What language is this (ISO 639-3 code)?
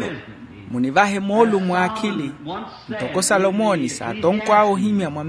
vmw